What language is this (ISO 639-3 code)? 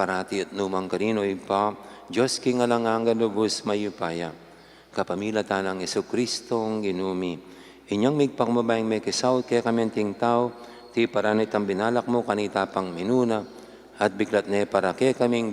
pam